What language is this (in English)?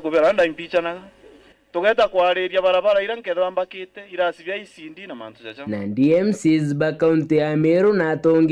Meru